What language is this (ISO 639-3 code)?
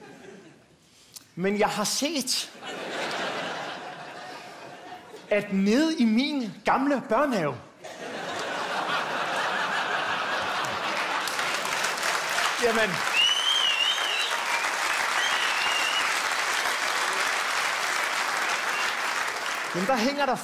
dan